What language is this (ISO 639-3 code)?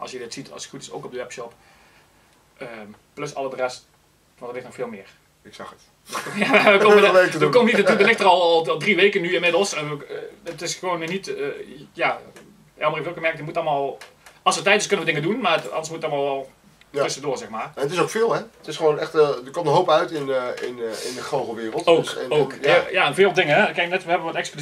nld